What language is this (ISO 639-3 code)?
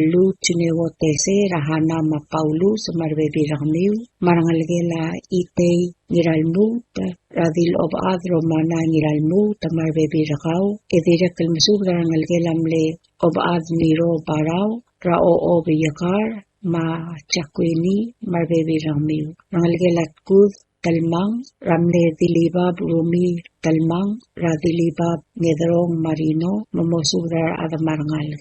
pau